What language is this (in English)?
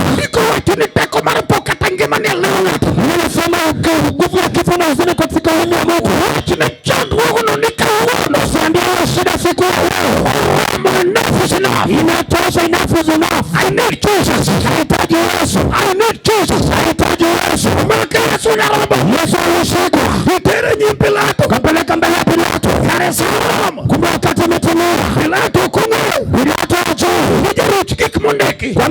Luo (Kenya and Tanzania)